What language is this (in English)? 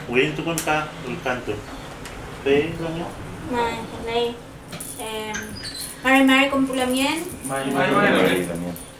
Mapuche